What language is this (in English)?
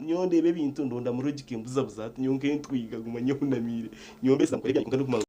Nyankole